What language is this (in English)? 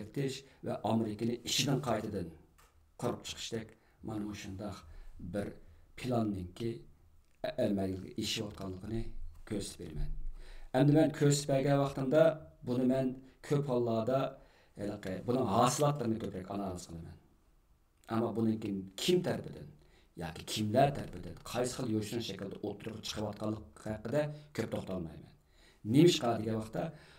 Uyghur